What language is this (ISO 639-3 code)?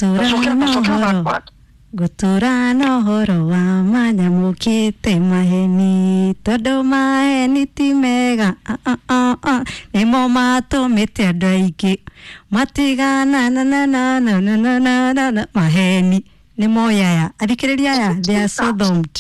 kik